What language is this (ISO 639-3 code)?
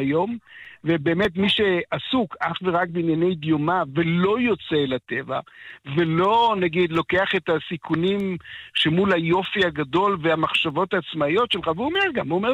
heb